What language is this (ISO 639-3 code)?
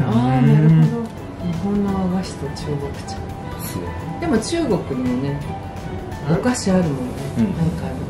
jpn